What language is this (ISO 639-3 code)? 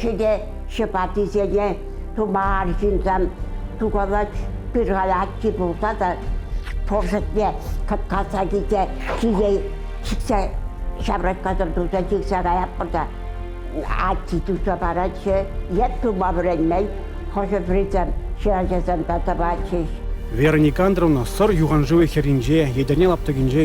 chv